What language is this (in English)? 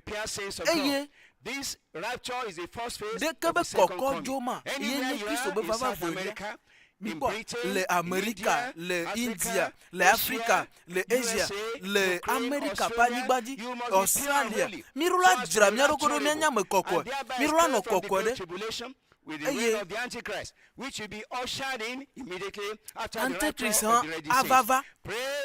Ewe